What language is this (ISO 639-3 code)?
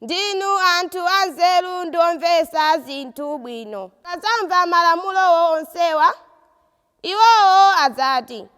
nya